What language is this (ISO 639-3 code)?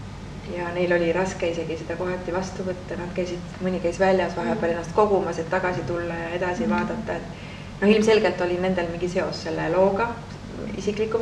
est